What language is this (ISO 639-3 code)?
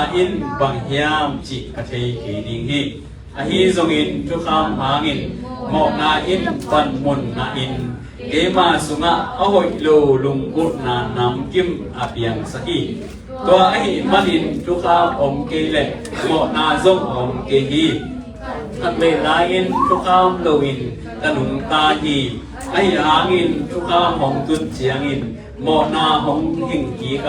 ctd